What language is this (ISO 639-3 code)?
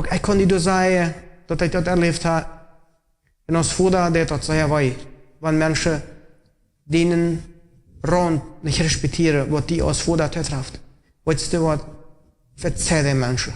pdt